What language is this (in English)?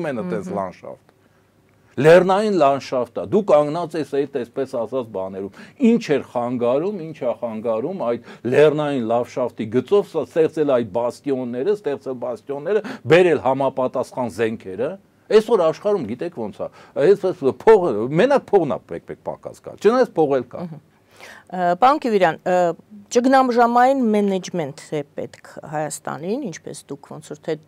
Armenian